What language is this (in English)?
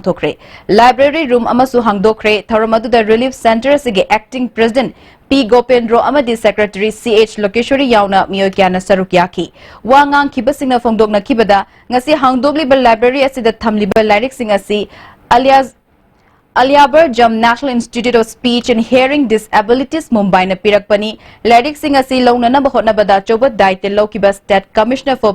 Manipuri